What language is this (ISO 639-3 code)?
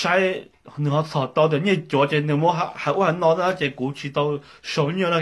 hmn